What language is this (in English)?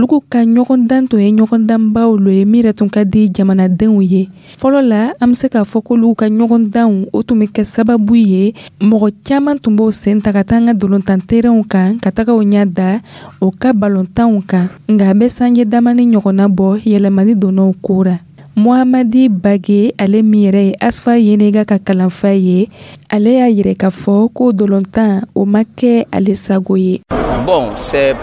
Dyula